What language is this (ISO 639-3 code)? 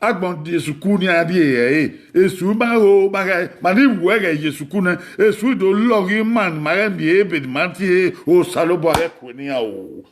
bin